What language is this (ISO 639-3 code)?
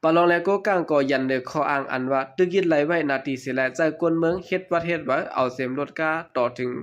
shn